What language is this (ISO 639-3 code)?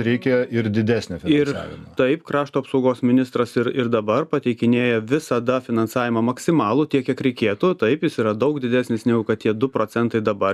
lit